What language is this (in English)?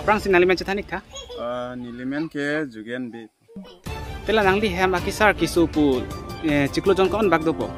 Karbi